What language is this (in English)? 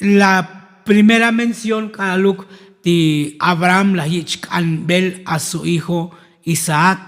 Tzotzil